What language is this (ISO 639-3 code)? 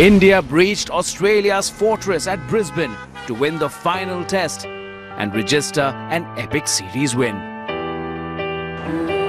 eng